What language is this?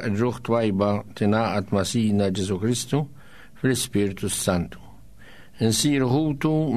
Maltese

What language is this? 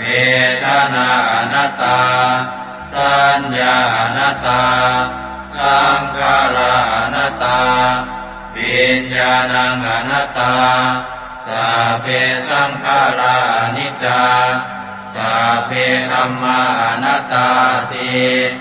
Pali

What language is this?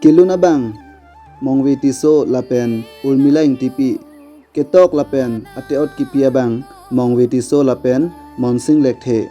Karbi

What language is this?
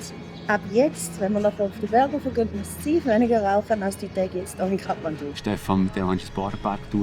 Swiss German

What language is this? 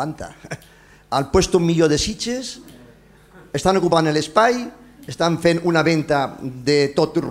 Catalan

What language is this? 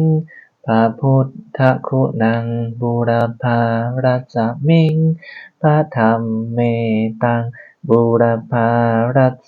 Pali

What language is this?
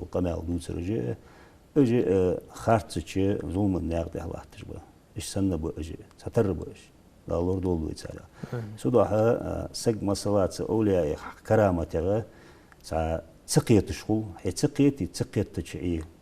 Ingush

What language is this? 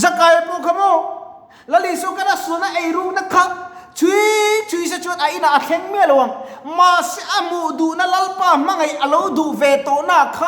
Mizo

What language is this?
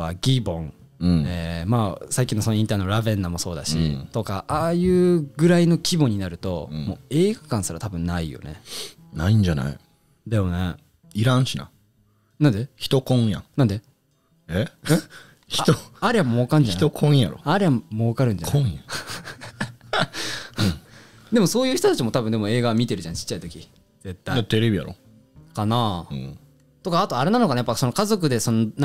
Japanese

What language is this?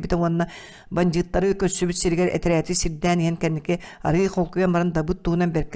Yakut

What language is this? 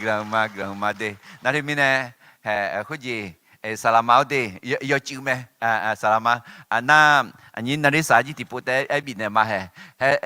Akha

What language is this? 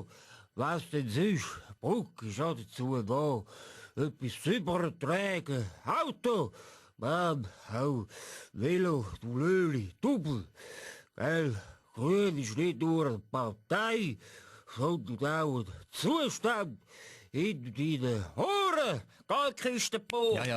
Swiss German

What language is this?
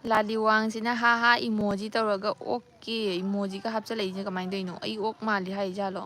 Manipuri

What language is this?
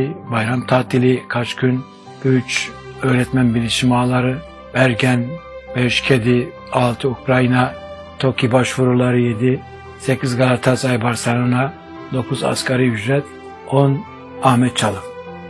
Turkish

